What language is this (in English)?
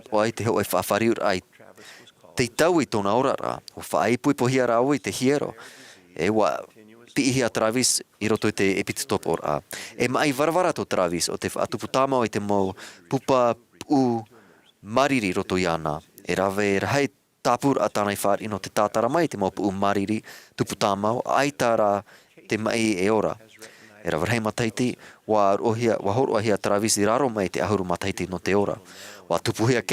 Tahitian